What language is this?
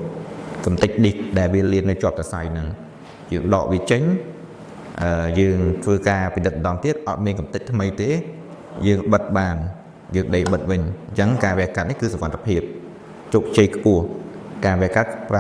Khmer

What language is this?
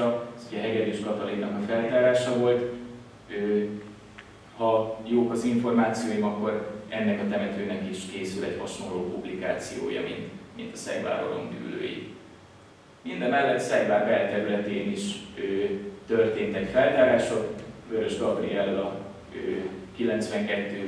Hungarian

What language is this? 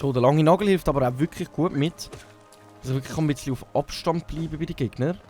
Swiss German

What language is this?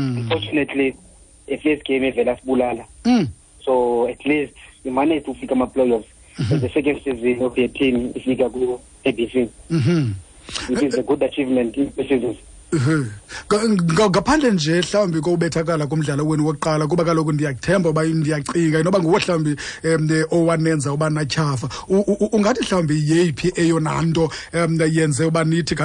Xhosa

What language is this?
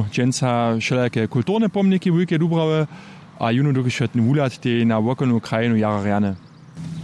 Upper Sorbian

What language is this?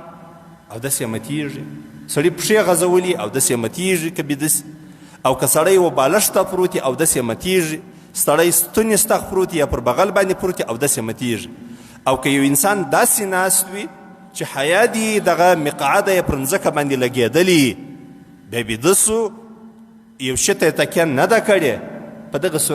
Pashto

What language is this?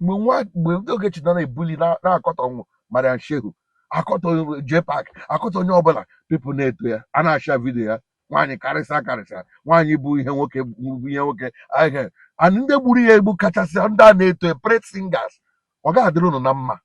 Igbo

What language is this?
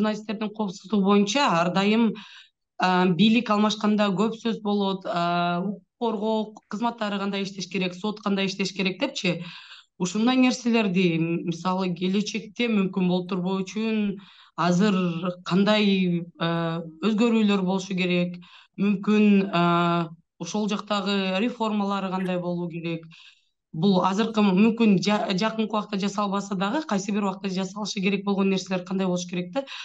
Kyrgyz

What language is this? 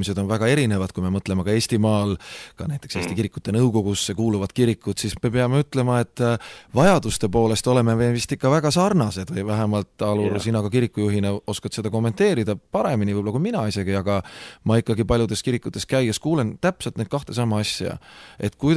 Estonian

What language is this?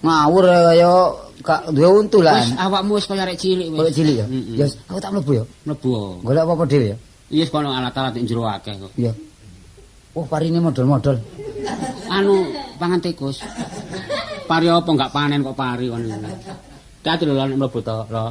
Javanese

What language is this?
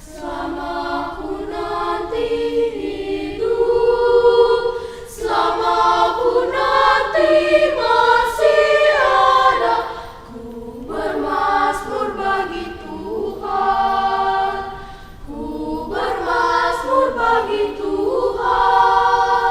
Batak Karo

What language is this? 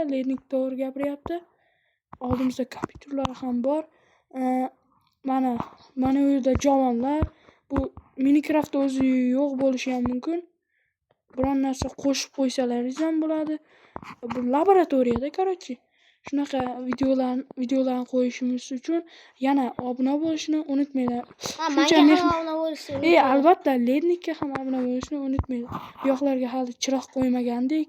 Uzbek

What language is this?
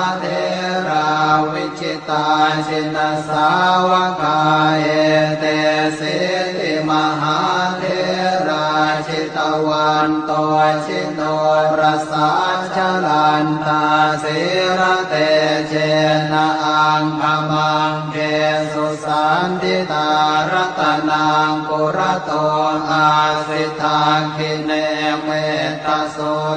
Pali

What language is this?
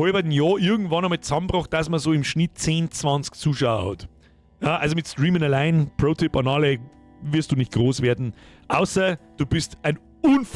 Bavarian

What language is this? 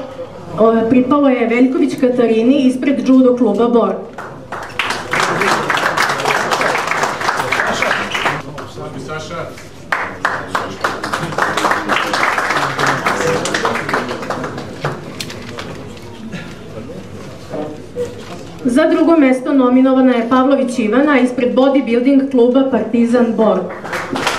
Serbian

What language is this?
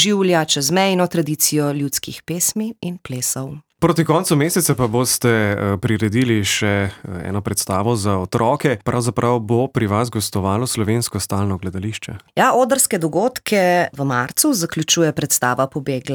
Slovenian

